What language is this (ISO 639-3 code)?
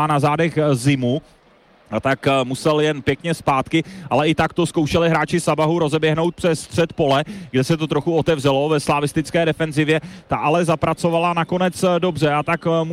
ces